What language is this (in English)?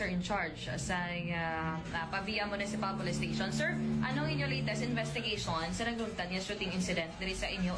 Hiligaynon